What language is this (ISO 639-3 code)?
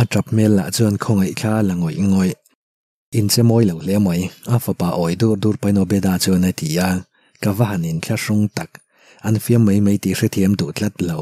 lus